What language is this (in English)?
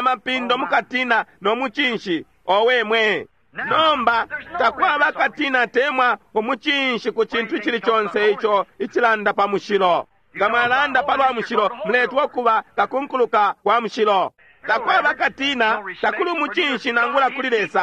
Bemba